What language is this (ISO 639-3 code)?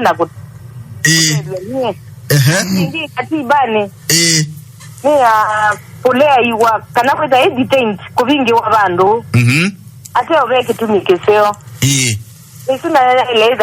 kam